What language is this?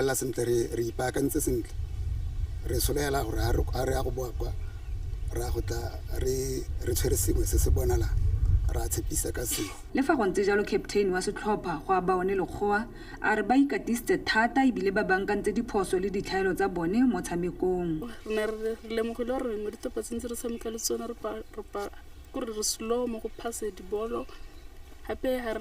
Tswana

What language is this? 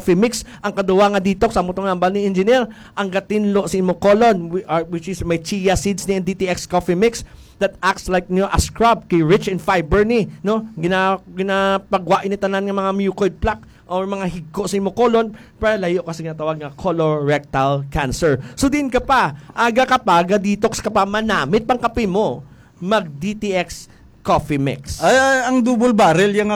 Hiligaynon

